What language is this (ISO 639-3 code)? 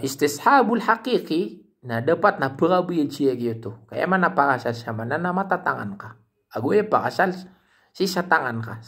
mrw